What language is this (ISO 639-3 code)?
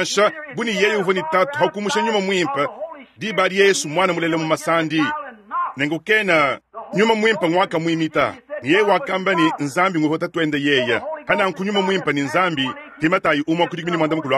lua